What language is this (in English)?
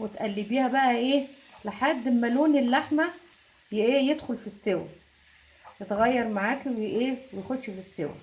Egyptian Arabic